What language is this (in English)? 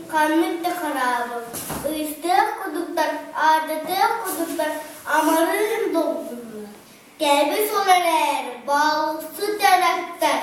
Yakut